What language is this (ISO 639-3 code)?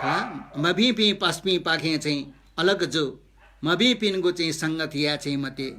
new